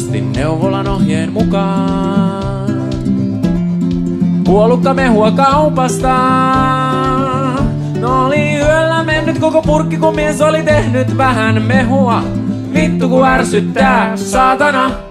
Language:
Finnish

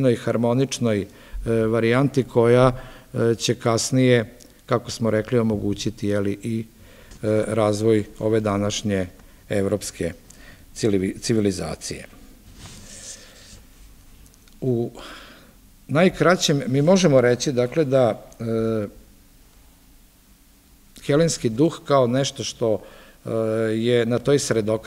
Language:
Serbian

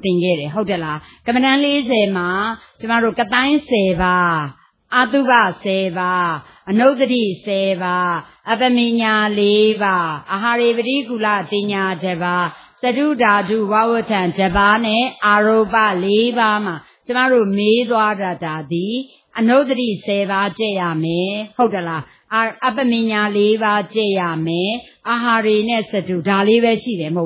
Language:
Burmese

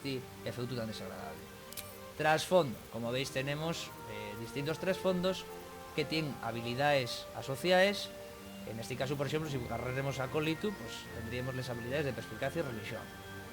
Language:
Asturian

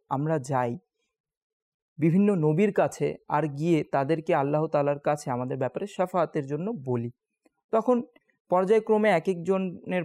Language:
Bangla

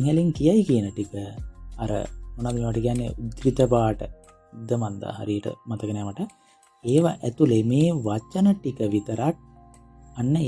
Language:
Sinhala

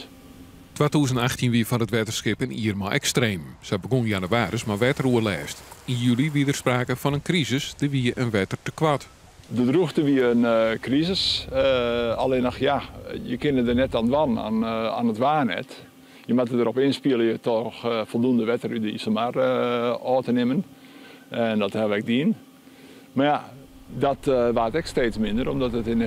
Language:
Western Frisian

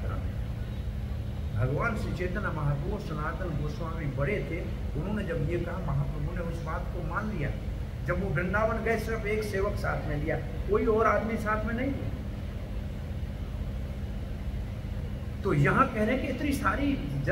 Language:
Hindi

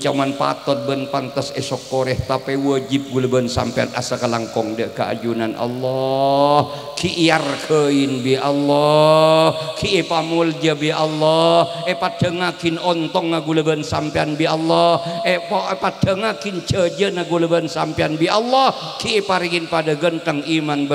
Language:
Madurese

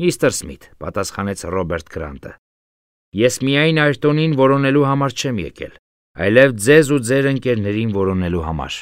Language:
Armenian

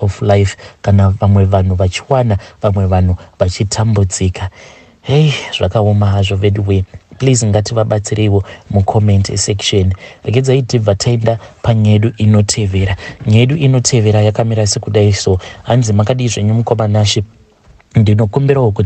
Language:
Shona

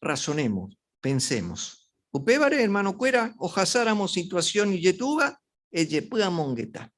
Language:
Guarani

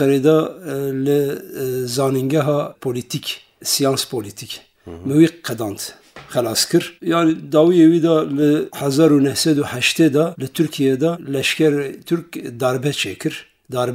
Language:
Kurdish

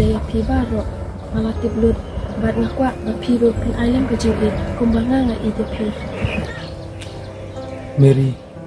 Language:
Khasi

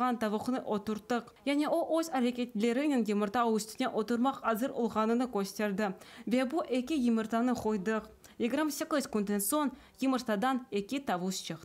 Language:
Crimean Tatar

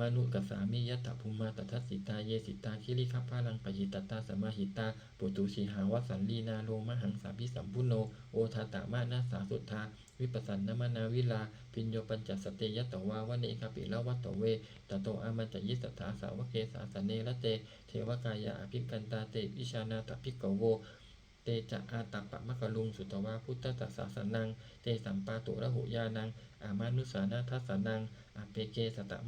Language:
Pali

